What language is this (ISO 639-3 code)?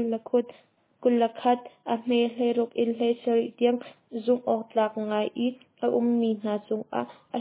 cnh